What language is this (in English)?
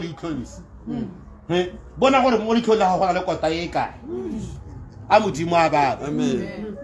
Tswana